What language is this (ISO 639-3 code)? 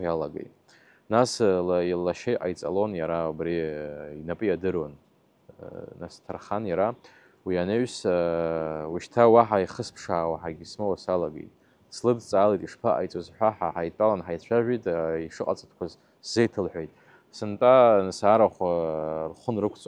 abk